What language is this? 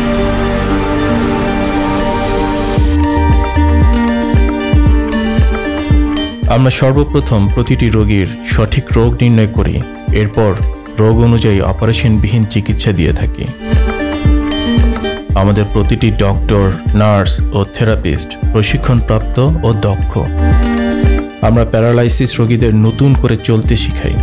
Bangla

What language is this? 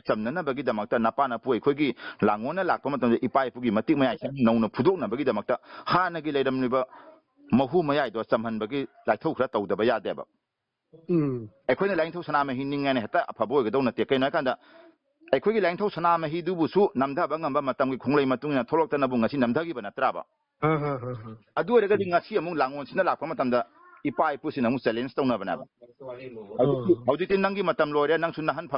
Manipuri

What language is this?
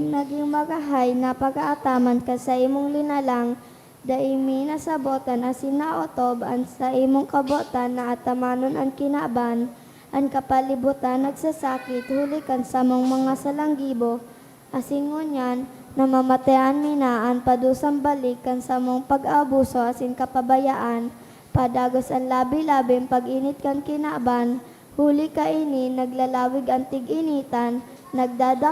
Bikol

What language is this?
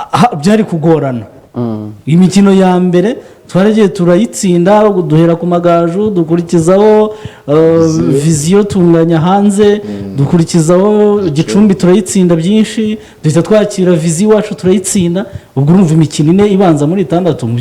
Kinyarwanda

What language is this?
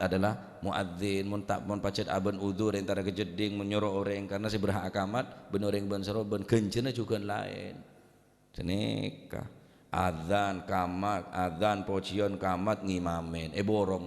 Madurese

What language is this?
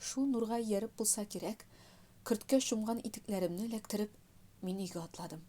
Tatar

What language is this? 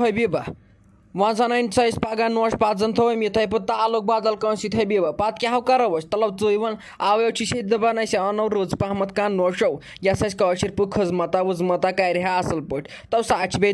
Kashmiri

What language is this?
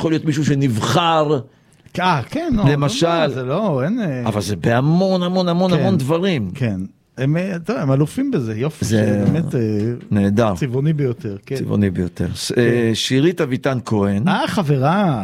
Hebrew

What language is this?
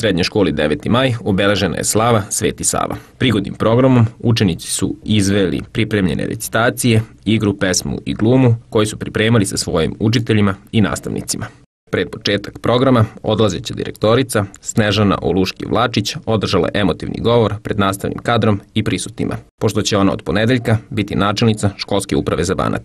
Serbian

